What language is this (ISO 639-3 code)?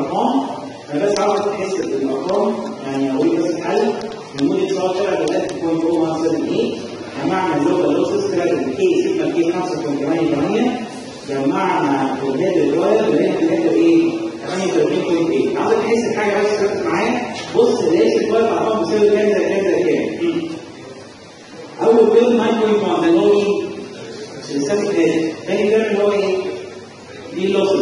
arz